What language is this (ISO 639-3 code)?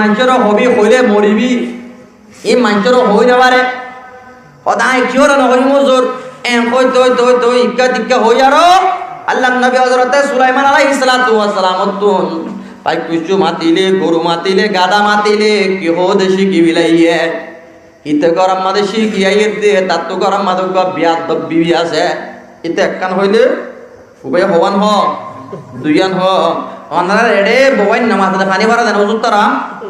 rhg